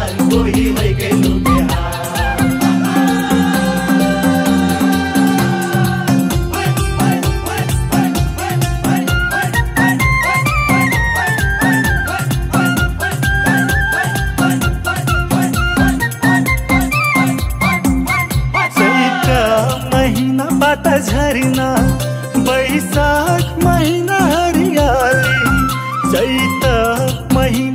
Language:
Bhojpuri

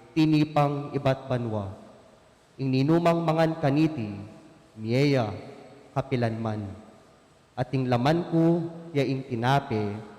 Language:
Pampanga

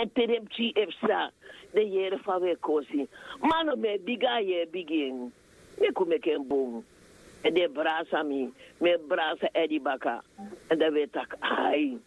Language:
Sranan Tongo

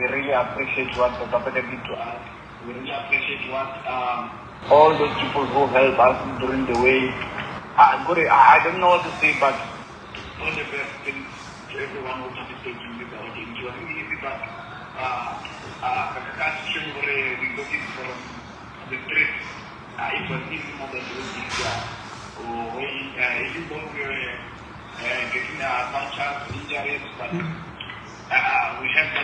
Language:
Northern Sotho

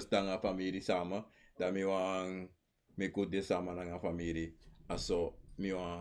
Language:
Sranan Tongo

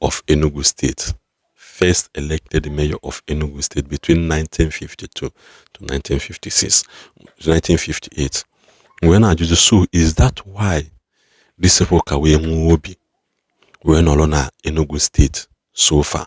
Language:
Igbo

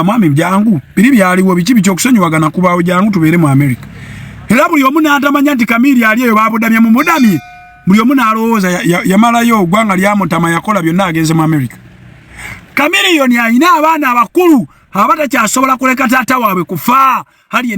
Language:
Ganda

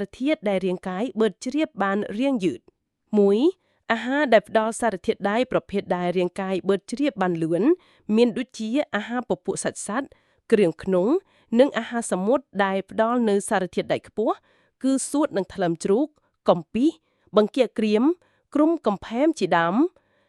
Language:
Khmer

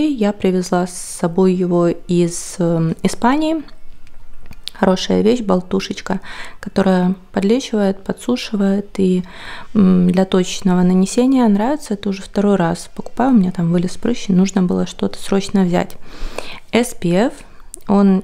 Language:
Russian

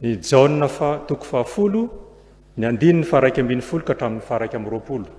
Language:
Malagasy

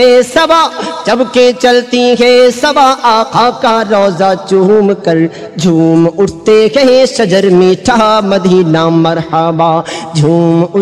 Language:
Urdu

